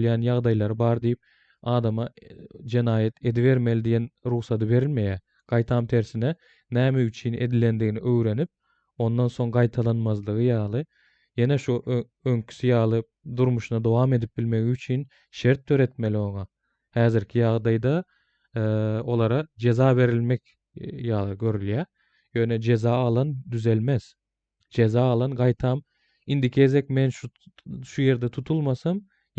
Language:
Turkmen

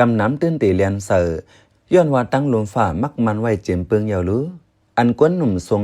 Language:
Shan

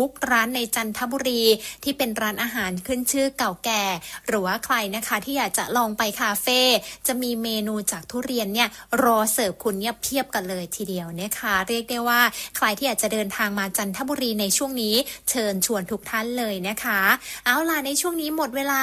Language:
Thai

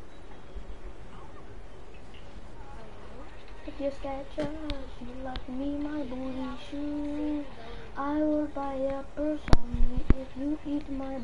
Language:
English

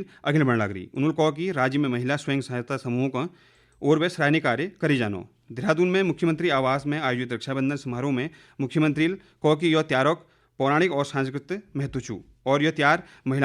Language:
Garhwali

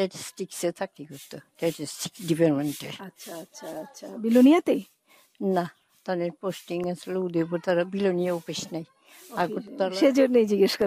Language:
Bangla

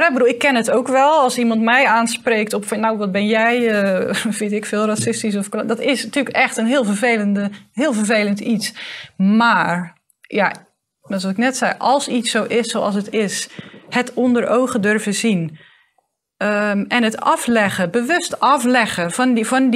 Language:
Dutch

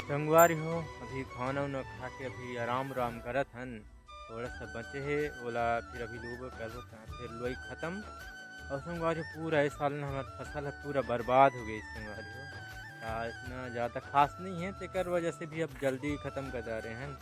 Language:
Chhattisgarhi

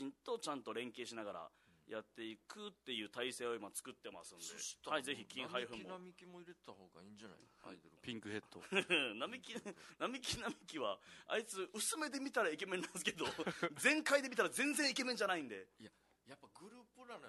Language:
Japanese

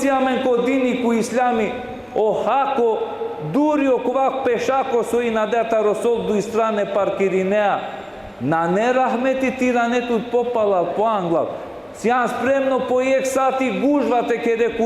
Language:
Balkan Romani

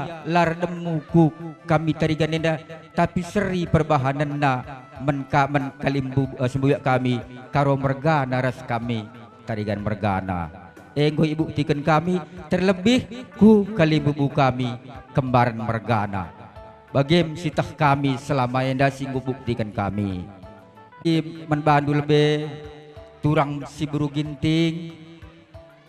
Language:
Batak Karo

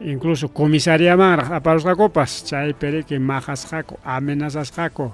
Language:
Ayacucho Quechua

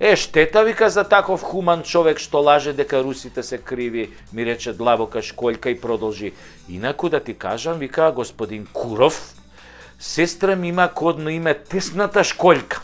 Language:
Macedonian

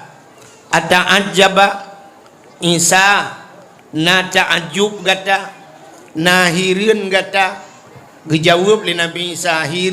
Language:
Achinese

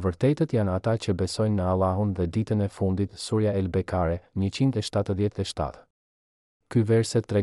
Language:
Albanian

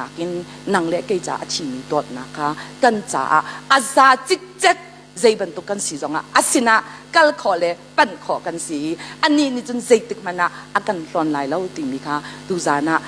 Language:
Hakha Chin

